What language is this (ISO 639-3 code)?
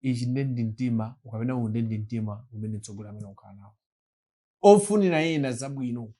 nya